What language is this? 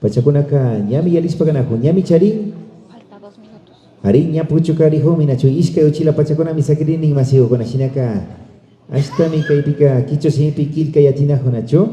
Imbabura Highland Quichua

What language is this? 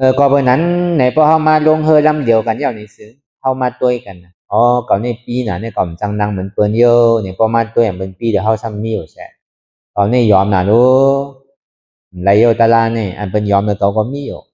Shan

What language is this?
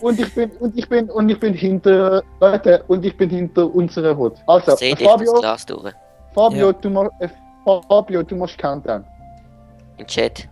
Swiss German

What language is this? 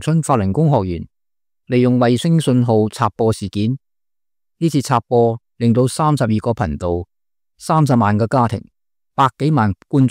Cantonese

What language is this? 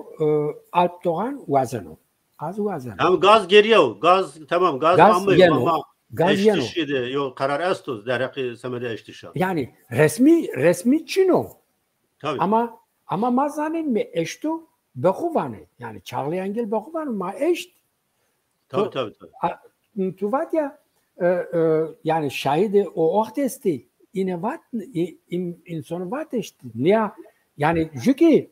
Zaza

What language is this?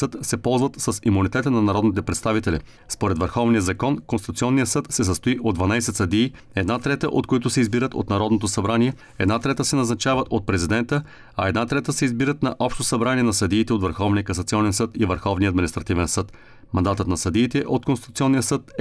Bulgarian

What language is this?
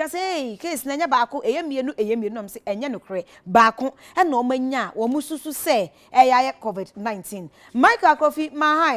Akan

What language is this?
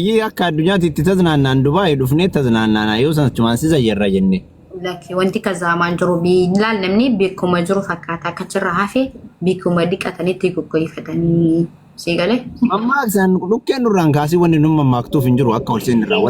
Oromo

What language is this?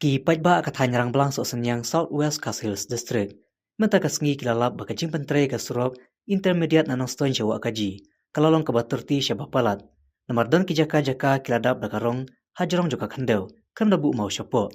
Khasi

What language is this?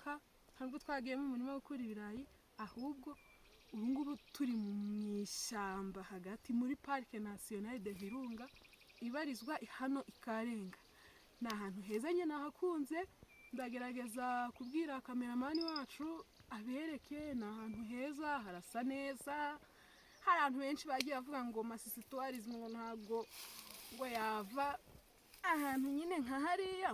Kinyarwanda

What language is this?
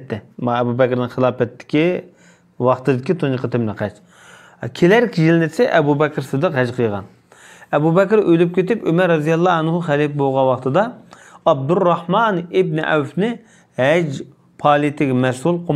Uyghur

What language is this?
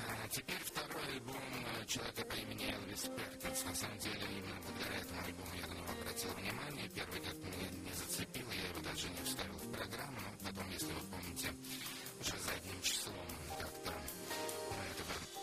Russian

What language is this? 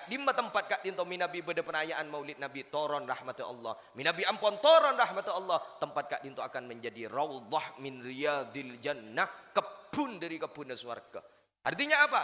Madurese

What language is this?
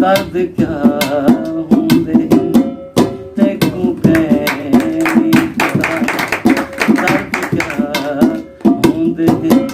Saraiki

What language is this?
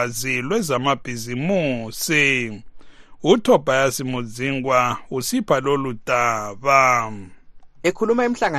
North Ndebele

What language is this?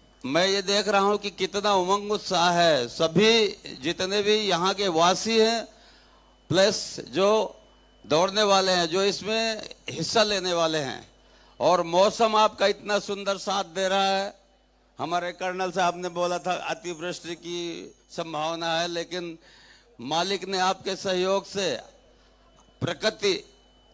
Hindi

